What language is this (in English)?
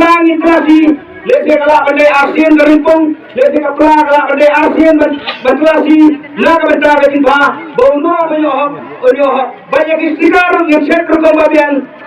Khasi